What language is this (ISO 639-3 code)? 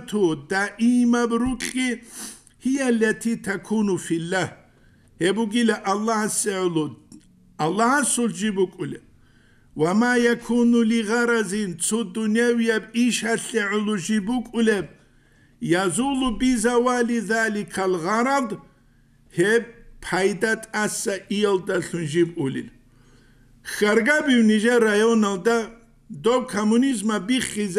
ava